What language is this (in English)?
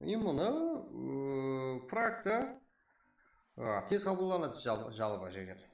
Kara-Kalpak